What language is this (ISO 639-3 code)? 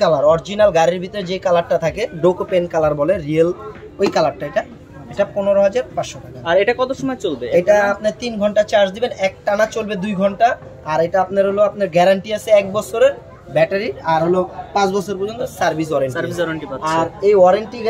ben